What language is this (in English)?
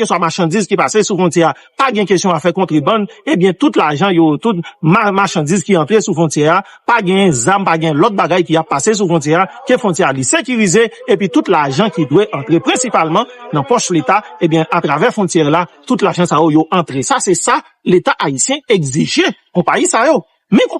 Haitian Creole